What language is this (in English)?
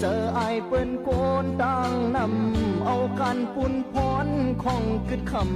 Shan